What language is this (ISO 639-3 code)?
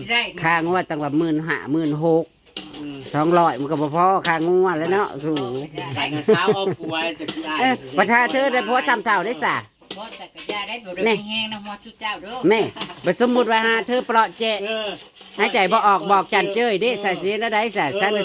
tts